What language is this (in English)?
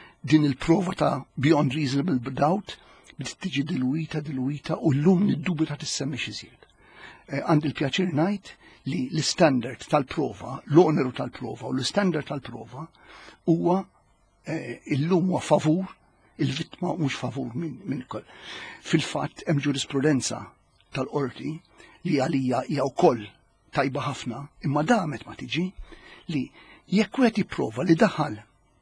Maltese